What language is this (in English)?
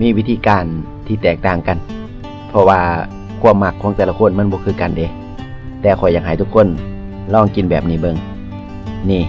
Lao